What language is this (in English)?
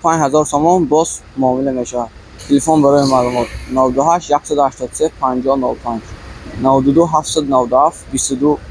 Tajik